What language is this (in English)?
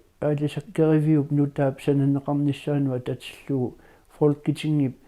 Kalaallisut